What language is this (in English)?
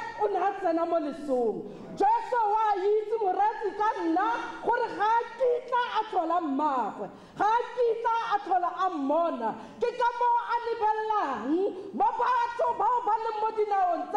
Tswana